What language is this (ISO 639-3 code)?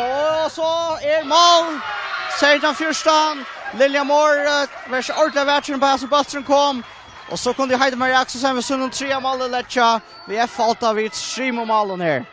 fao